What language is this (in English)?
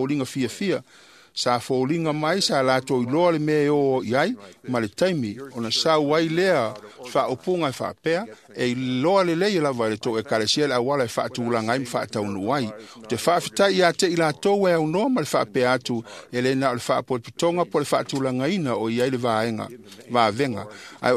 Samoan